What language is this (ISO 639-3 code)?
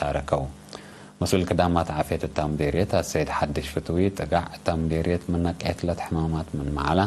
tig